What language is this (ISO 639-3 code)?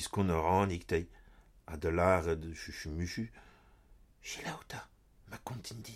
bre